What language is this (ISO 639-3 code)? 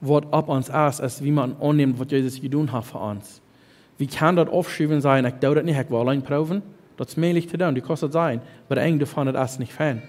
pdt